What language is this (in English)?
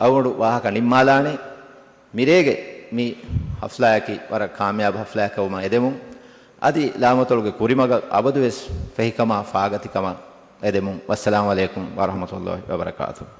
Divehi